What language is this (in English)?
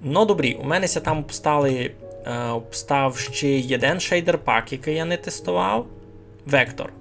Rusyn